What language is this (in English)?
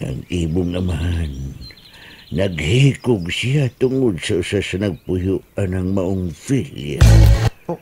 Cebuano